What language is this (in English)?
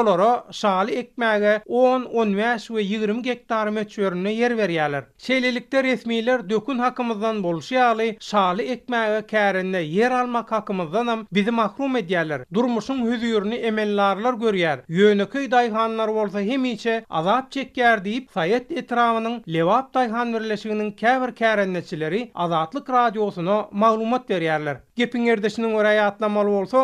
Turkmen